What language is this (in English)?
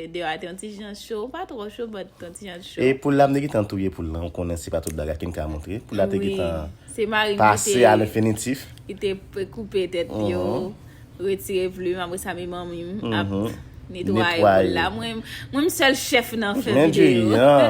Haitian Creole